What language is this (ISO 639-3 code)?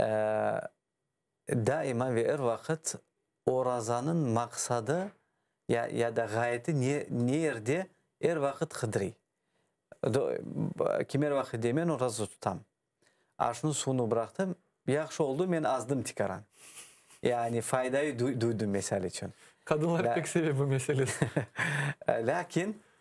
crh